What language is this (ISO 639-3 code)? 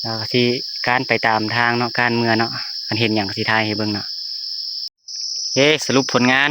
lao